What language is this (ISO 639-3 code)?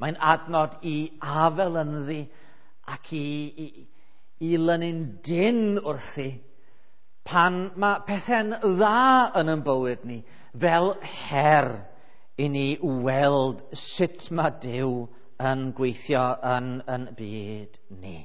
cym